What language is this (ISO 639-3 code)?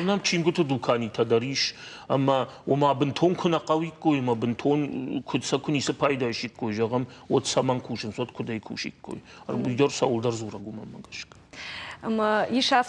oss